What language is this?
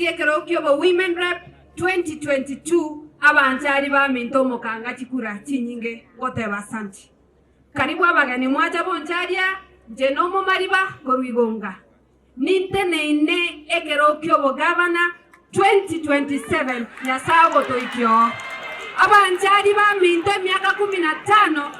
Gusii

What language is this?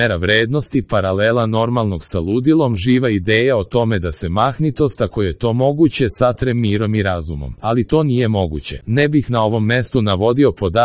Serbian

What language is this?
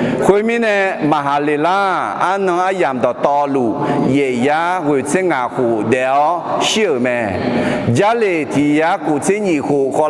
Akha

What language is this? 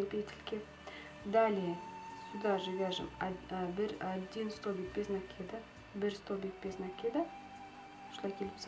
Bashkir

